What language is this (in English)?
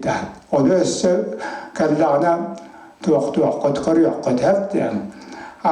Yakut